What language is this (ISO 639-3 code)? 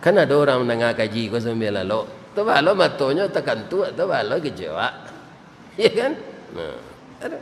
min